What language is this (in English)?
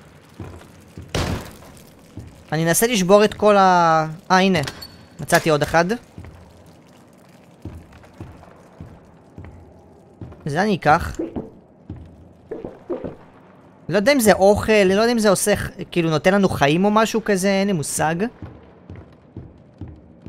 Hebrew